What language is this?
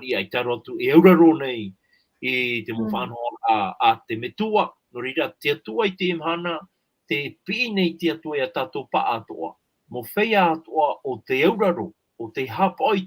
Tahitian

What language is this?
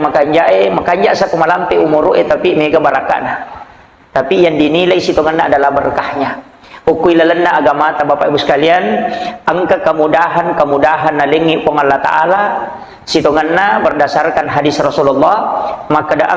Buginese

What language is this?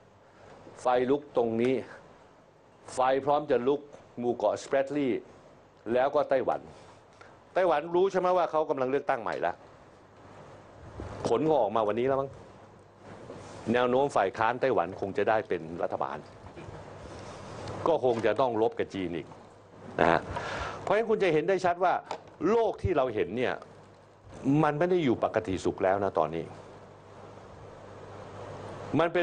Thai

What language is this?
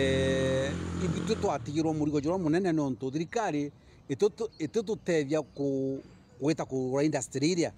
Meru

